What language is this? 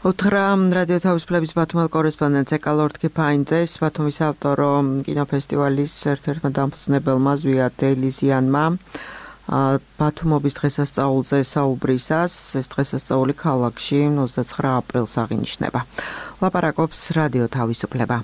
Georgian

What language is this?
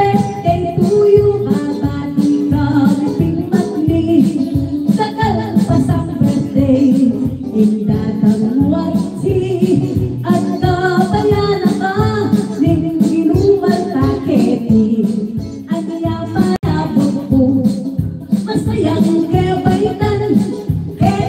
Pampanga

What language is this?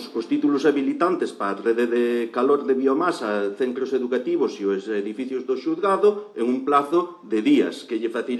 Galician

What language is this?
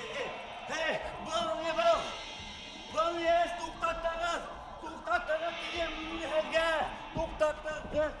Bashkir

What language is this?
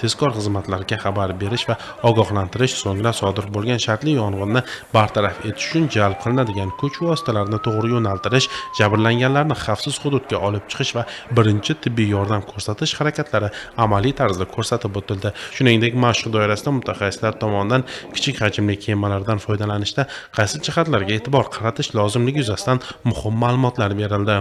Uzbek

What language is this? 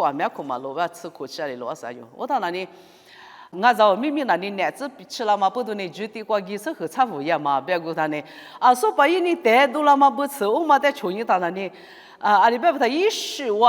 Lisu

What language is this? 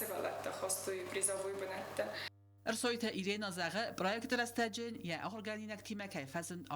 Ossetic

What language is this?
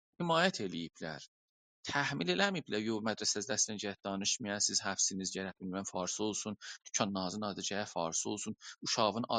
South Azerbaijani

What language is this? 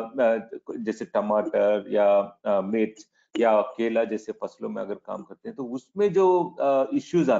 Hindi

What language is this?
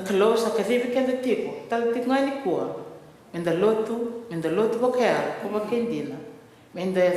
Fijian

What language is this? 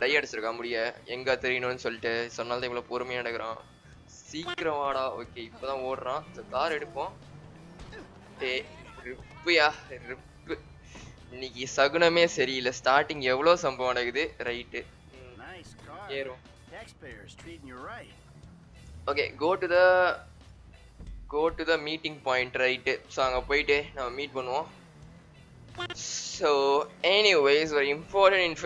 Tamil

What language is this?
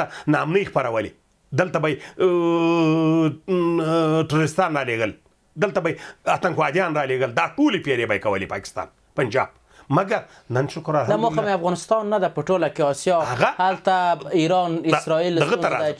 Pashto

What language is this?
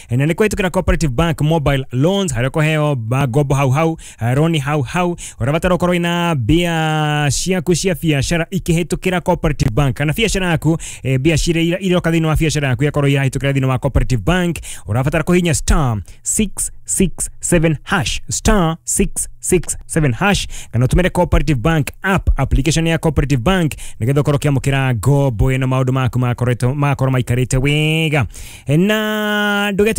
Kikuyu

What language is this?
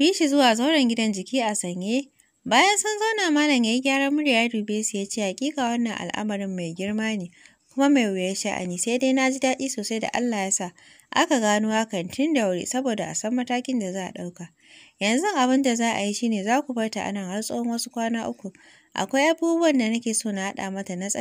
Hausa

